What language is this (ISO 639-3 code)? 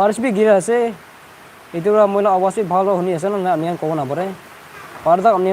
nag